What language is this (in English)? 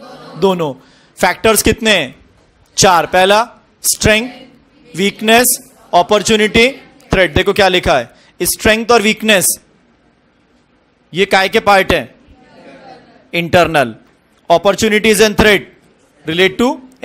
Hindi